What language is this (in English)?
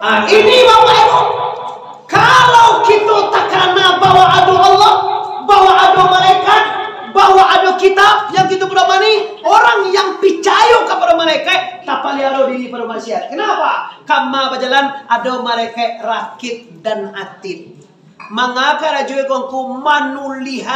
Minangkabau